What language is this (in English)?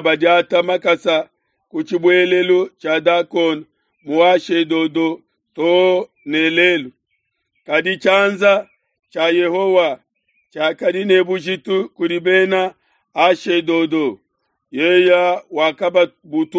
Luba-Lulua